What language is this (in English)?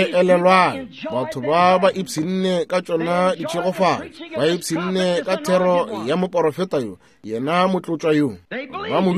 Northern Sotho